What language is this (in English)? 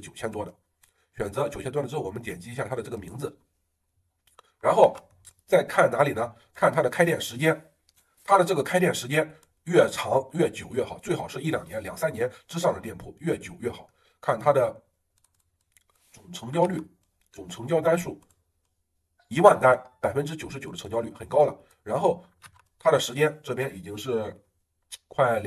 Chinese